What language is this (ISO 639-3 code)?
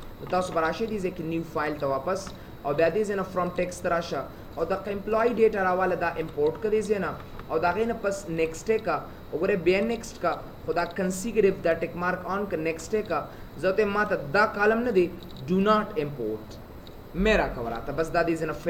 pus